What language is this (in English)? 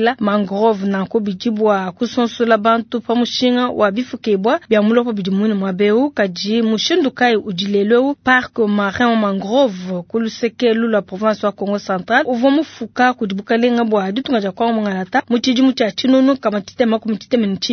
Luba-Lulua